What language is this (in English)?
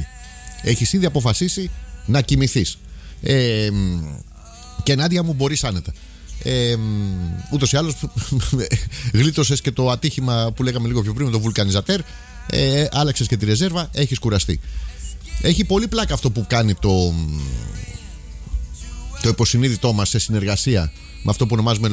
Greek